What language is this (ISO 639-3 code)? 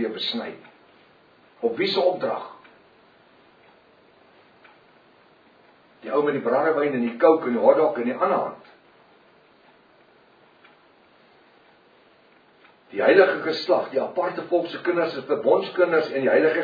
afr